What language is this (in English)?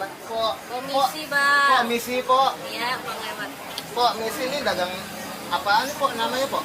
Betawi